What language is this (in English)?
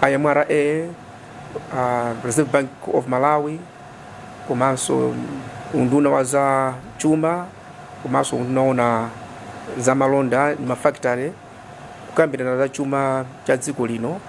Nyanja